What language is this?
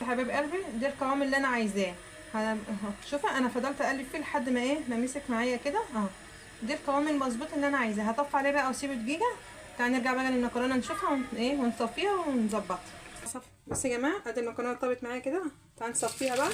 Egyptian Arabic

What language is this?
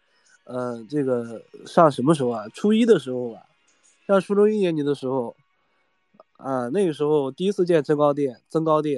Chinese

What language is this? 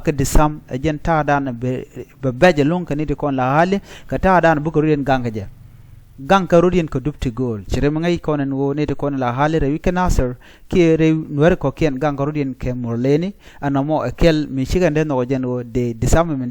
Nuer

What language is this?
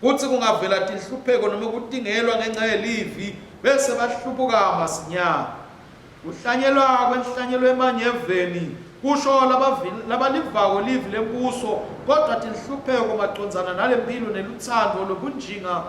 Swati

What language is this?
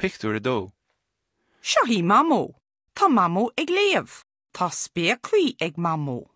Irish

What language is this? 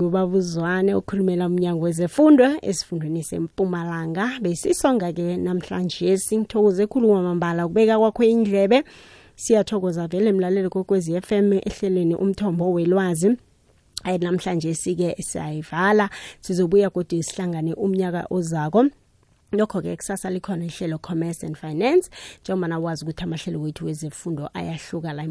South Ndebele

